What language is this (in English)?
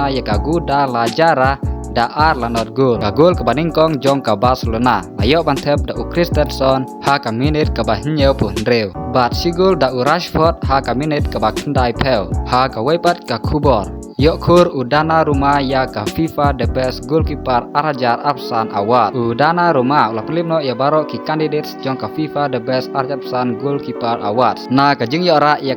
Khasi